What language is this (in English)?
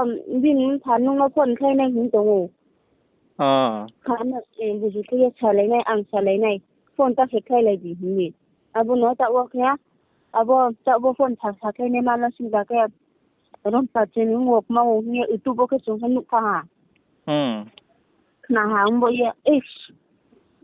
Riang (India)